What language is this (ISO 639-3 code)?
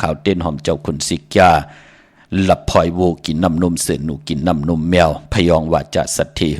shn